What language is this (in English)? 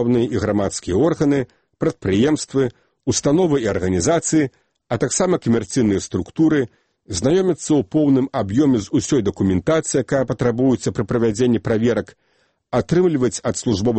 Belarusian